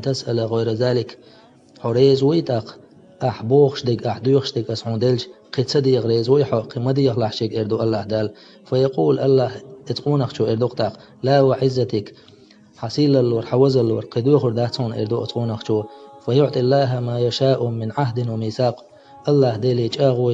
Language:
Chechen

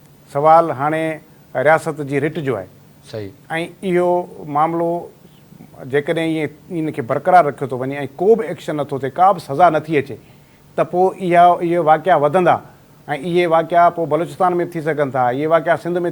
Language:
Sindhi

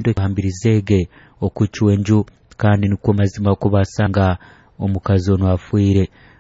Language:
Nyoro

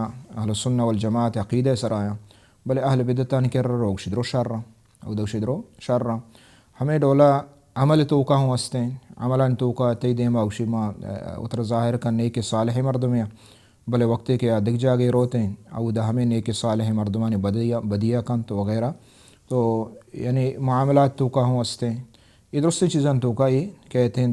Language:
Baluchi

